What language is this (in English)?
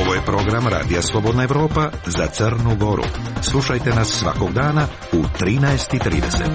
Croatian